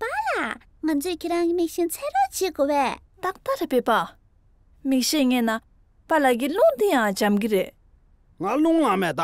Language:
Tibetan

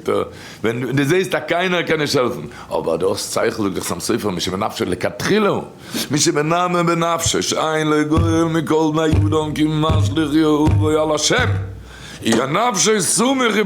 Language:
Yiddish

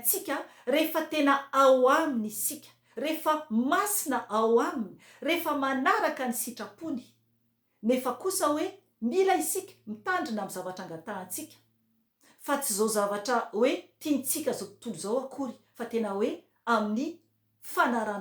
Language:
Malagasy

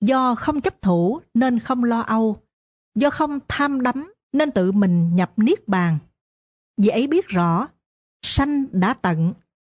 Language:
Vietnamese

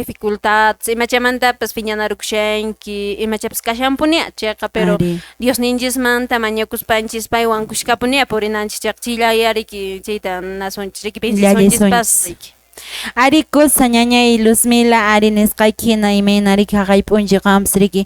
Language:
Quechua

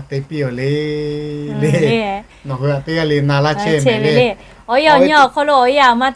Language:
Lahu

